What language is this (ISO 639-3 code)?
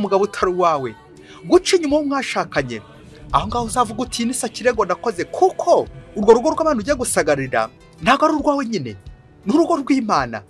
kin